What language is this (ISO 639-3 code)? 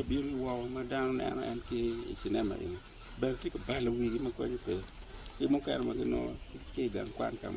ach